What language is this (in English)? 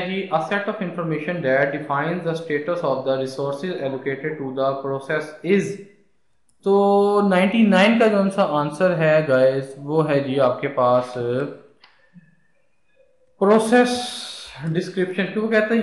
Hindi